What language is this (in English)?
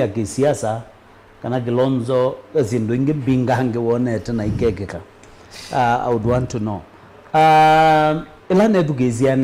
Kamba